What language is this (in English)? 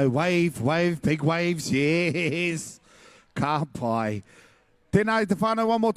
Māori